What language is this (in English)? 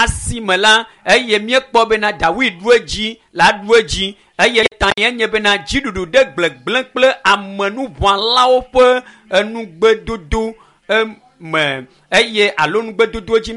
Ewe